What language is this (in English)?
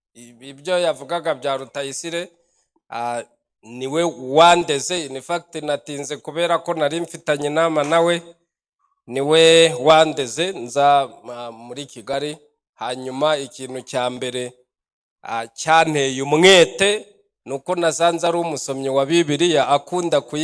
Kinyarwanda